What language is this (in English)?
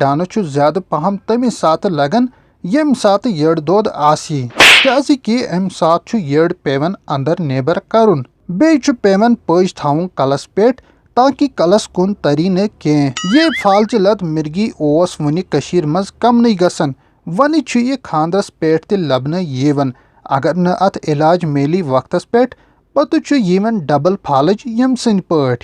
Kashmiri